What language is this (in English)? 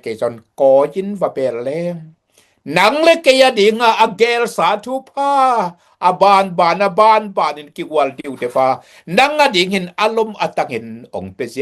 Tedim Chin